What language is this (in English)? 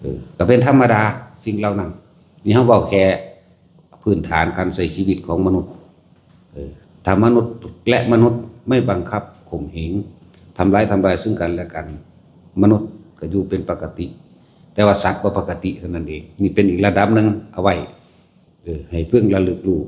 Northeastern Thai